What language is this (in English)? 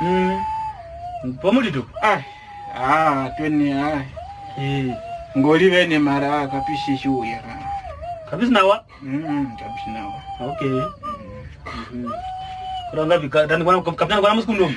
Kwangali